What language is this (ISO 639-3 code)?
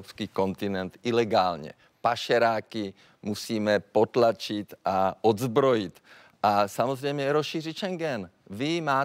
ces